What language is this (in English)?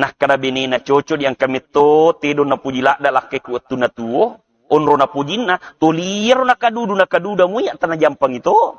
Buginese